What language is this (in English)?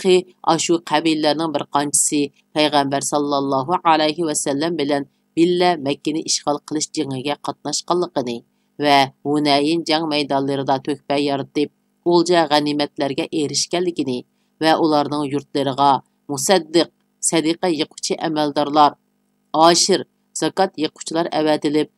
Uyghur